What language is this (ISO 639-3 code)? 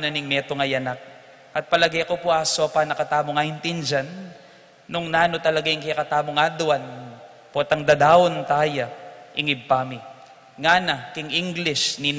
pam